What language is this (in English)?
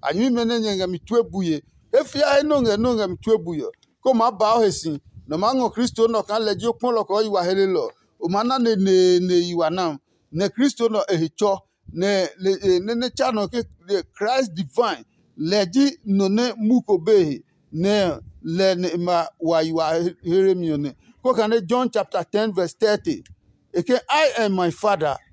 Adangme